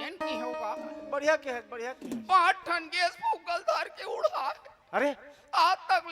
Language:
Chhattisgarhi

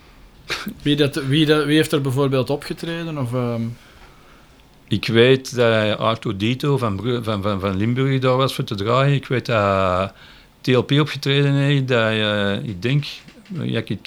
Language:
Dutch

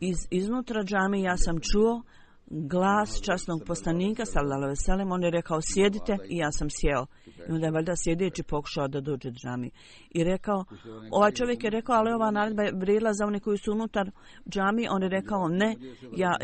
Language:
Bosnian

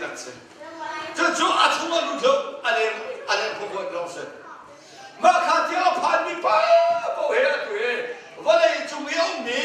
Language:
Hakha Chin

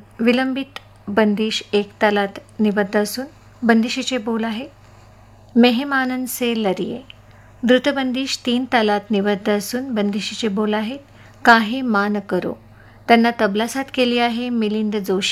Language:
Marathi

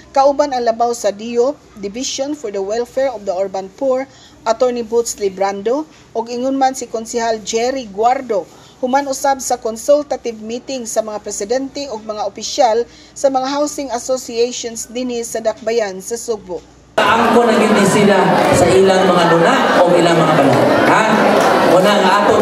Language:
Cebuano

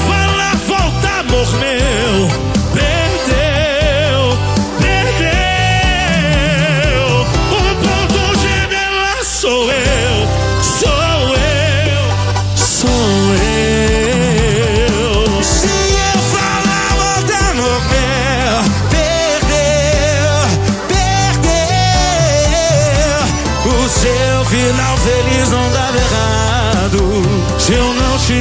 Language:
Portuguese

